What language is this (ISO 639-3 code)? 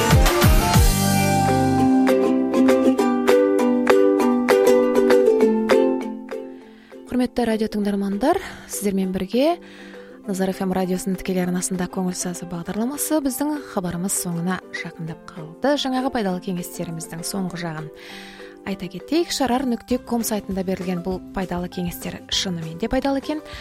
kaz